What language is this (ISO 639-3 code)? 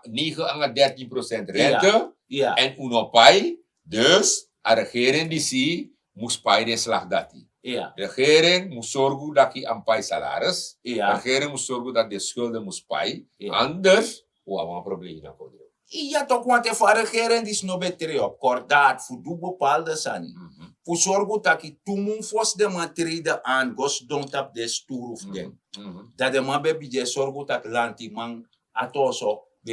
srn